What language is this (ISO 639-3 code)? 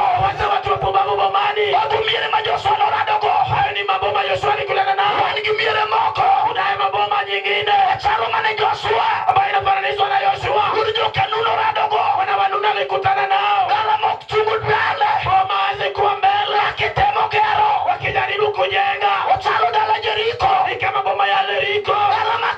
luo